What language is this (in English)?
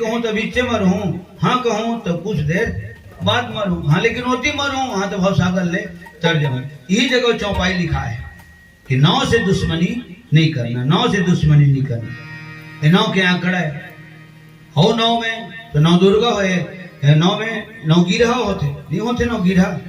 Chhattisgarhi